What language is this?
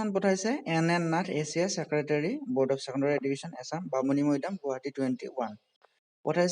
Assamese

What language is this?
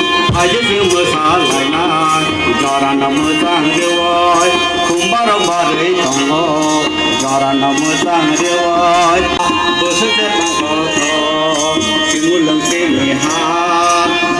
Kok Borok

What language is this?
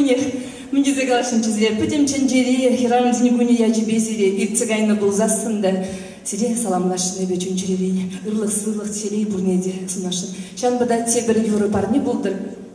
Chuvash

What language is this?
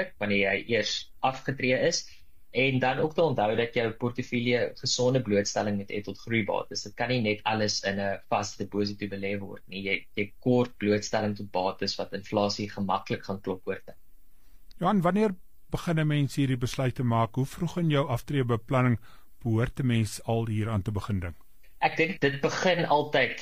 Afrikaans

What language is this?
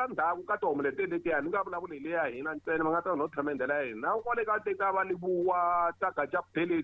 Tsonga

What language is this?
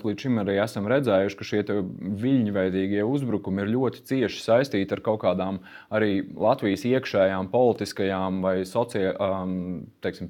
Latvian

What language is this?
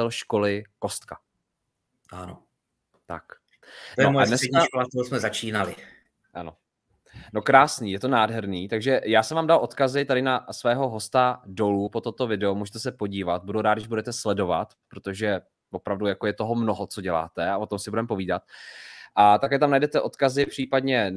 Czech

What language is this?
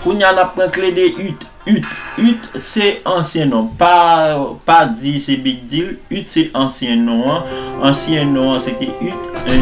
Haitian Creole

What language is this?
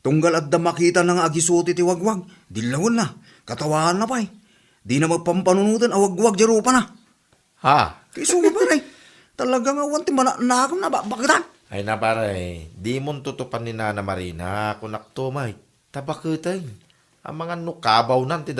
Iloko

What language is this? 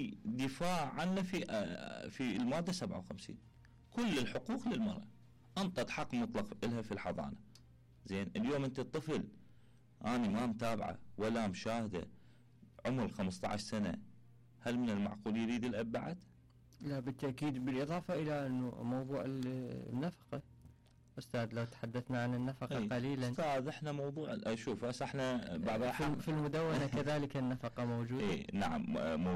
Mesopotamian Arabic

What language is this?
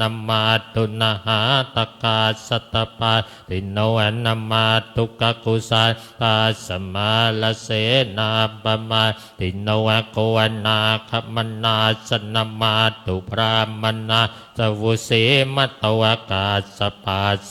Pali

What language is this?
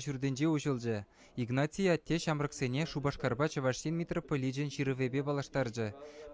Chuvash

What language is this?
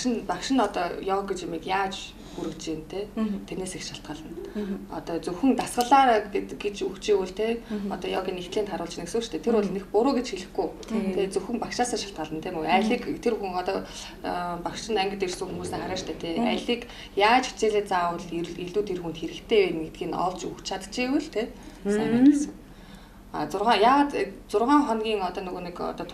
Mongolian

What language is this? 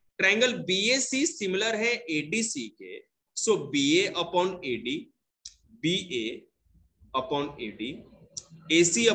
Hindi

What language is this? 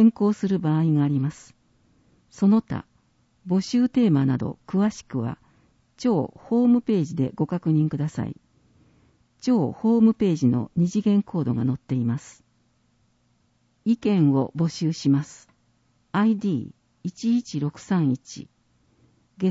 Japanese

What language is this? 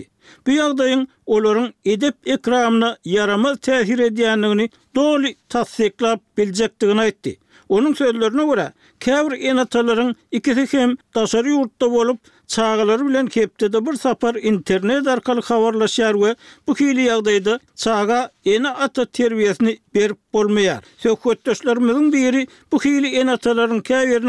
Turkmen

